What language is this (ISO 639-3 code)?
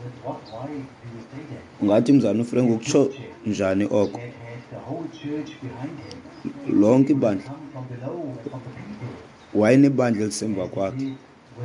xho